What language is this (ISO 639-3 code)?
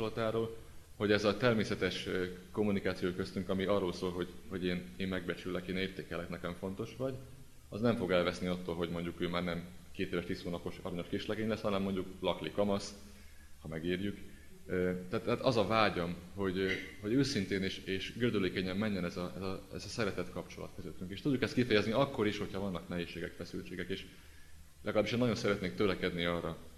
hun